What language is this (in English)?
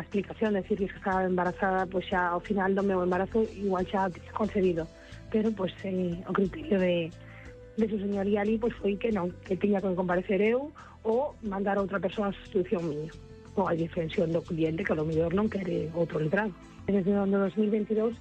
Galician